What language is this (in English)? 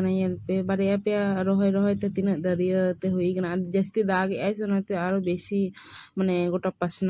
Santali